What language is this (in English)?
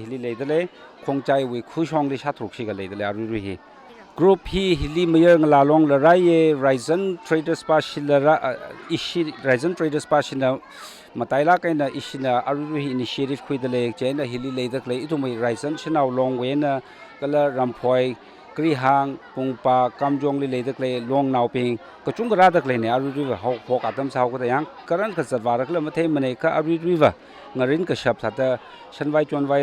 Tangkhul Naga (India)